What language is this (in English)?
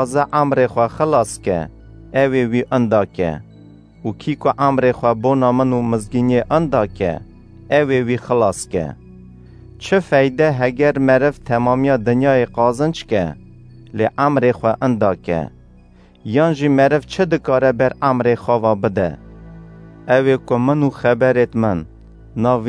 Kurdish